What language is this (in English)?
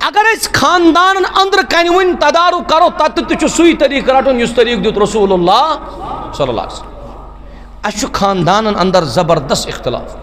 Kashmiri